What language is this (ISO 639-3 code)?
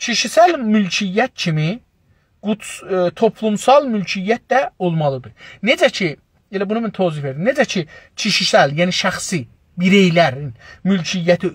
azb